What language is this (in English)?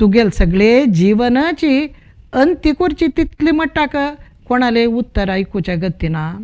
Konkani